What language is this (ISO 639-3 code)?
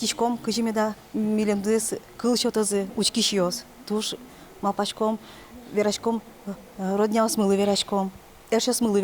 udm